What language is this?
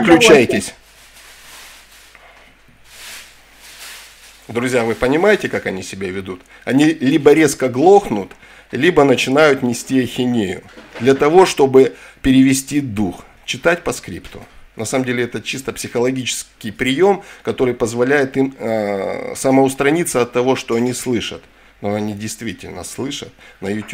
Russian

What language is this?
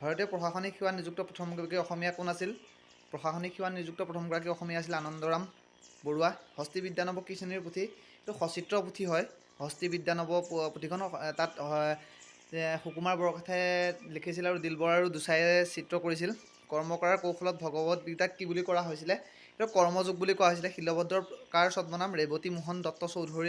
Assamese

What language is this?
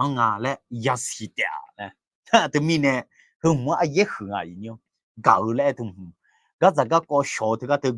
Akha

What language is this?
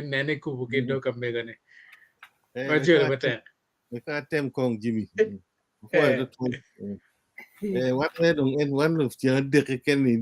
Acoli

